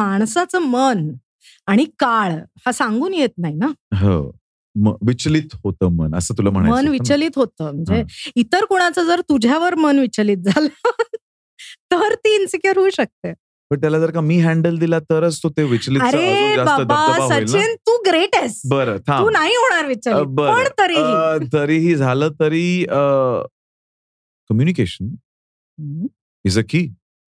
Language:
Marathi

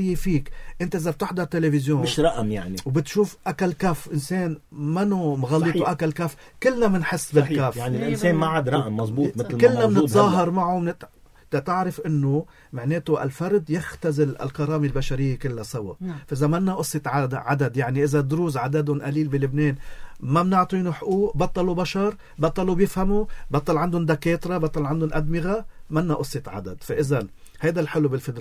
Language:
North Levantine Arabic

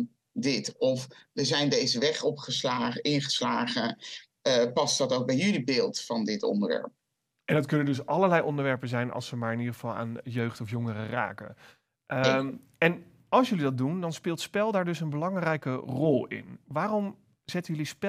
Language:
Dutch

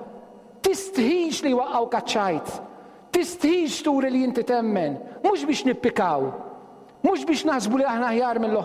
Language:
Maltese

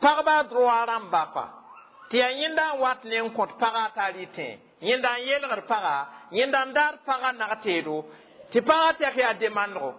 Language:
Mossi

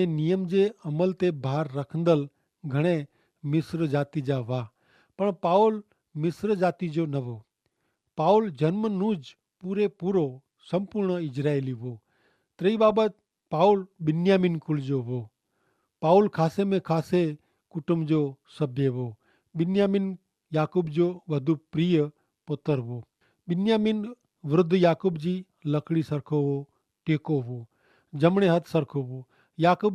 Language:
Kachhi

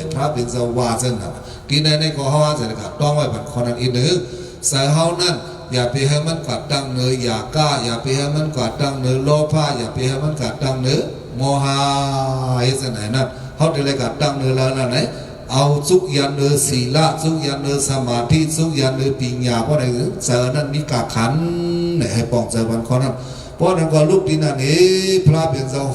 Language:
Shan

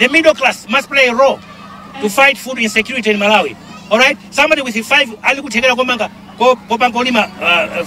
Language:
Nyanja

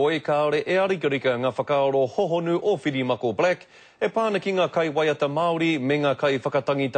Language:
Māori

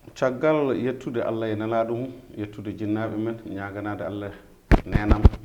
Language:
Fula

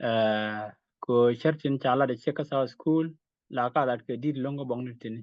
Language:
Nuer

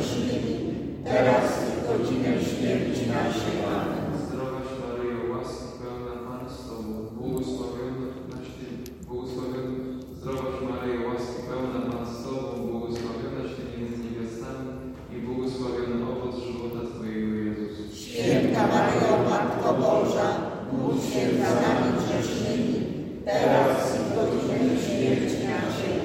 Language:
Polish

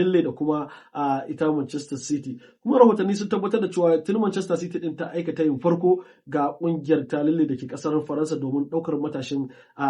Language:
Hausa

